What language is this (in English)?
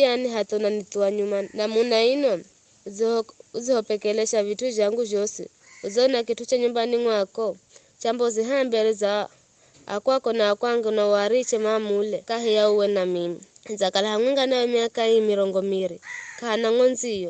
Giryama